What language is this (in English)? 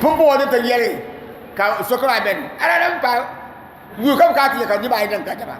Dagbani